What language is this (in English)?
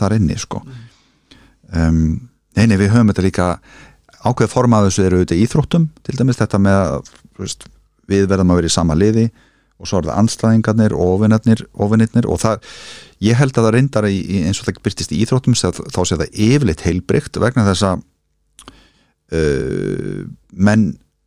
Icelandic